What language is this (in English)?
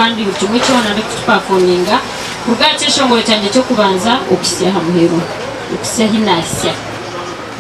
Nyankole